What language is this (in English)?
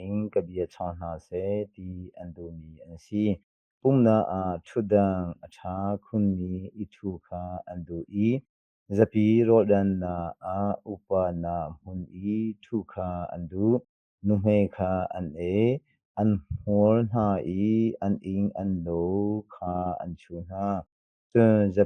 Hakha Chin